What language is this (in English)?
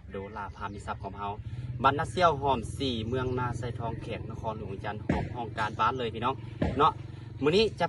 Lao